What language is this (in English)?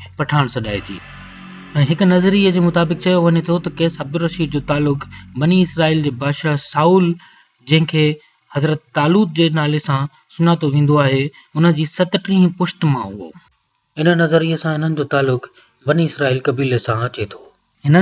Sindhi